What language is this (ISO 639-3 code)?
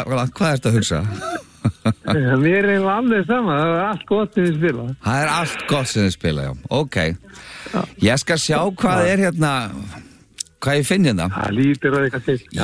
isl